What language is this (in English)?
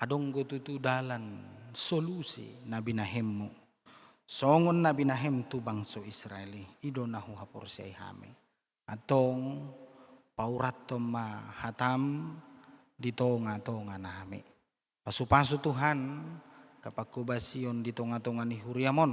Batak Toba